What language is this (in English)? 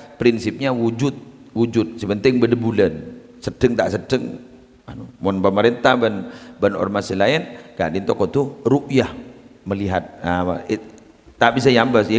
Madurese